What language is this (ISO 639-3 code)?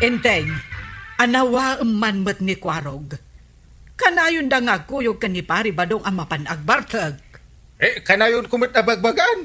ilo